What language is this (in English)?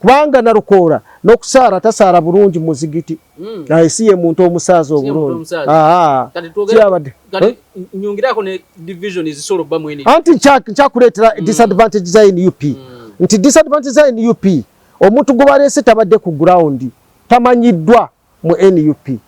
Ganda